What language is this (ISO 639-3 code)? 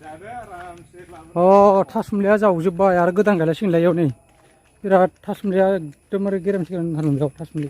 brx